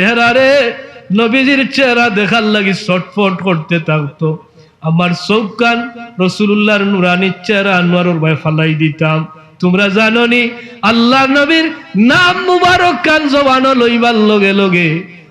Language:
Sylheti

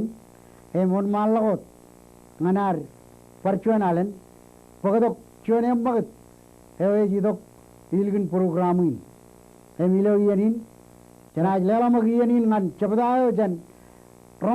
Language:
Marshallese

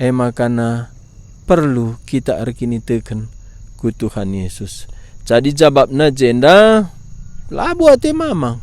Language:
Batak Karo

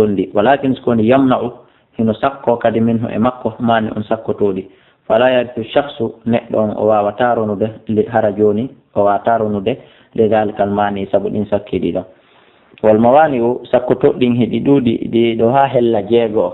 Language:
Fula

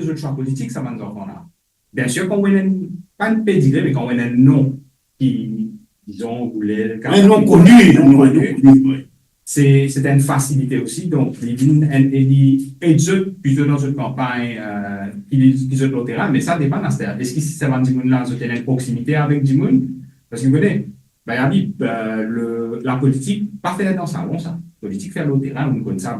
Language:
Morisyen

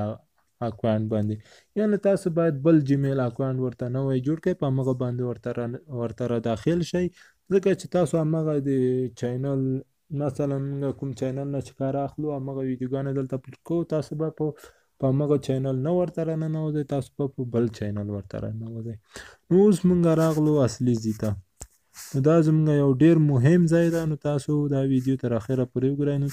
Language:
Pashto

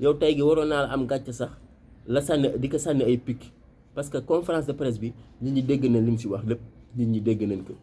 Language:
Wolof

